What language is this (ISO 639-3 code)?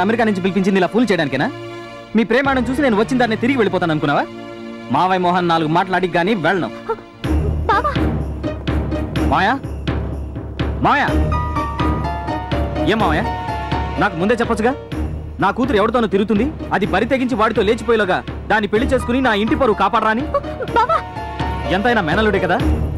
tel